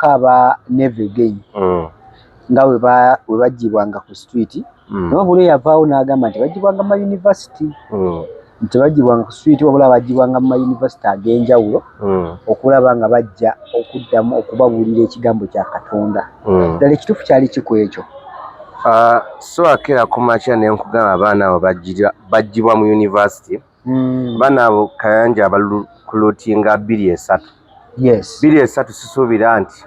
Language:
Ganda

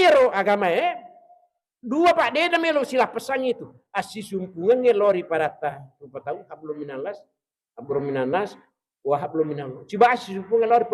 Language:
Buginese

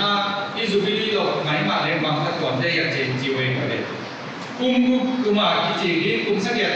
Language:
Paite Chin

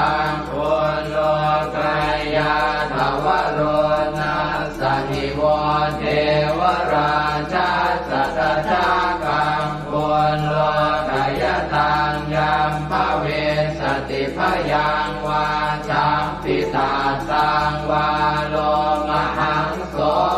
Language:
Pali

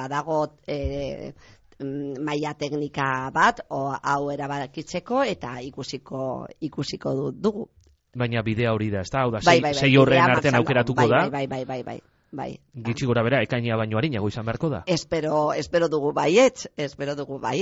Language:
Basque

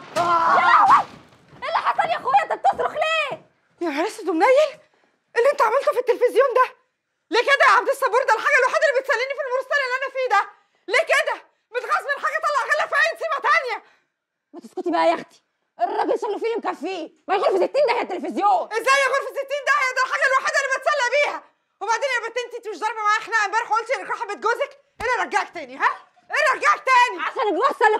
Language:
Egyptian Arabic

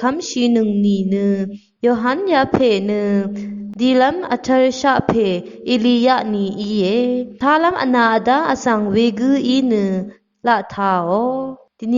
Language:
Rawang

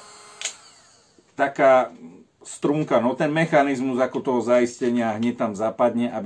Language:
Slovak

